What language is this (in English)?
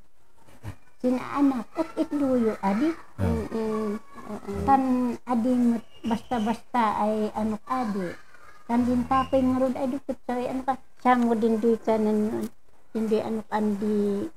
Kankanaey